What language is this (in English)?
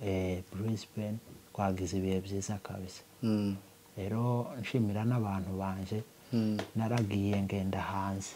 Kinyarwanda